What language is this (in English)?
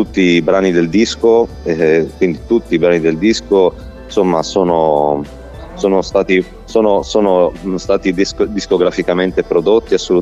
Italian